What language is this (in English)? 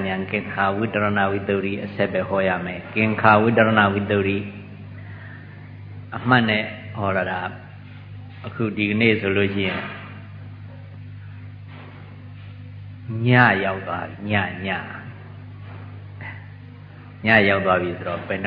Burmese